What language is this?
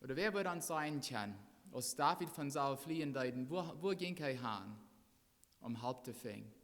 Plautdietsch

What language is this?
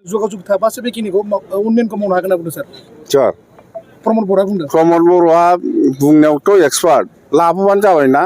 Bodo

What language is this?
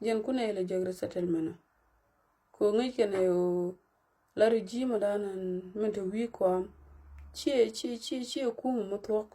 Nuer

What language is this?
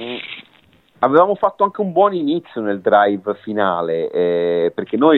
Italian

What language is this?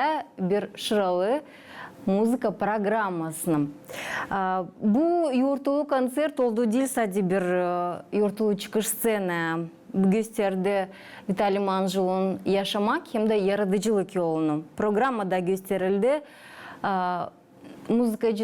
Gagauz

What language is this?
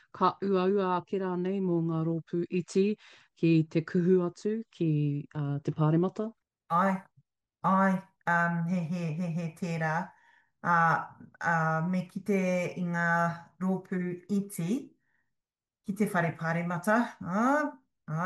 Māori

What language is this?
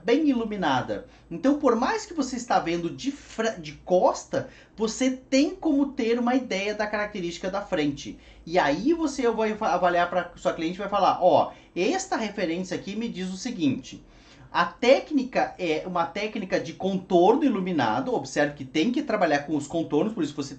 Portuguese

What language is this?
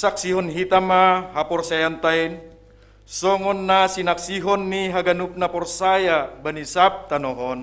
Batak Simalungun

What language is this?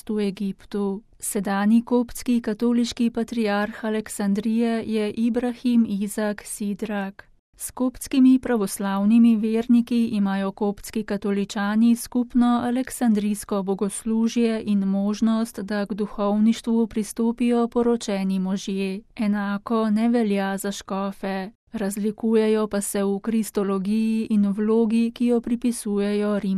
Slovenian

